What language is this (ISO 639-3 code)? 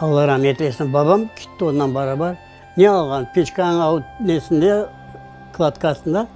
crh